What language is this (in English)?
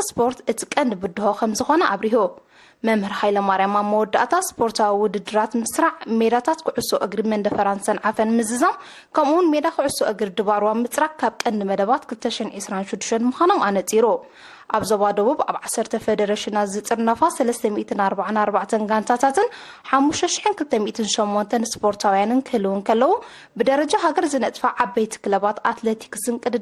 Tigrinya